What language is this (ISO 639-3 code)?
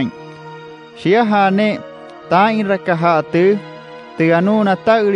guc